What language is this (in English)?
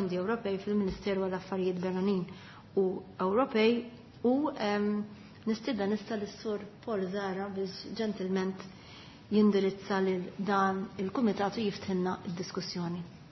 Maltese